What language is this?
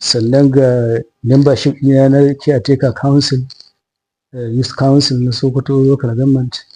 Hausa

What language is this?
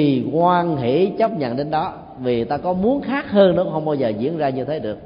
Vietnamese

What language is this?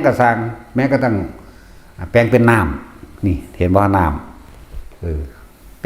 Northeastern Thai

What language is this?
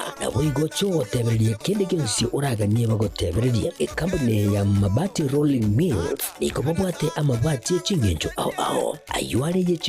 Gusii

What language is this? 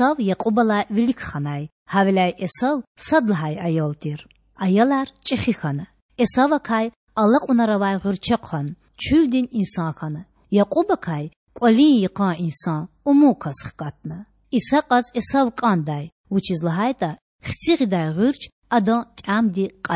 Lezghian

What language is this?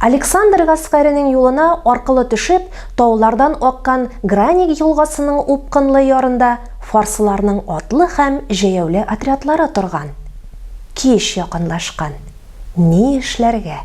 Tatar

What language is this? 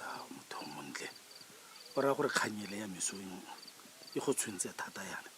Tswana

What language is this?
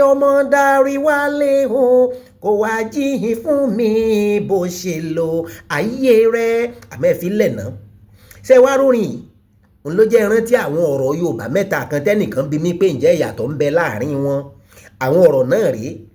Yoruba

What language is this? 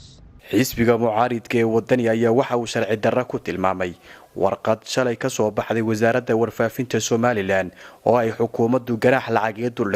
Somali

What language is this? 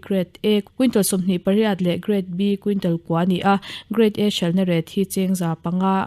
Mizo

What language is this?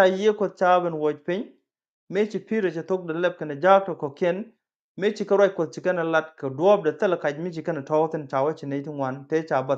Nuer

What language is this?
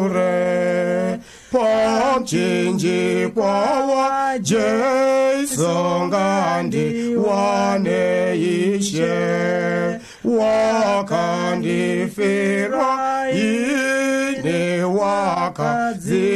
Shona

